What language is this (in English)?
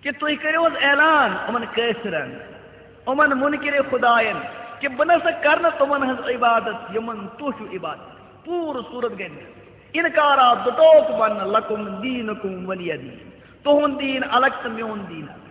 Kashmiri